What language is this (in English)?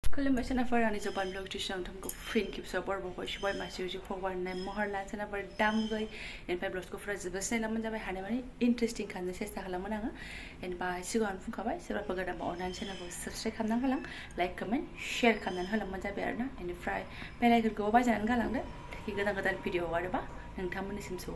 Bodo